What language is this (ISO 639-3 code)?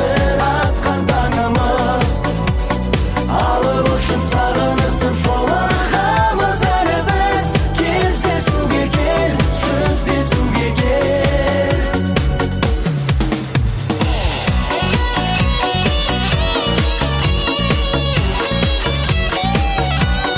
kaz